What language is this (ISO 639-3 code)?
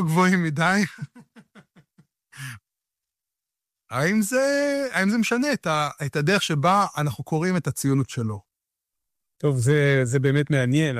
heb